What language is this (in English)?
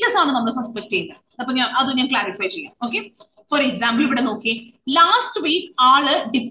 Malayalam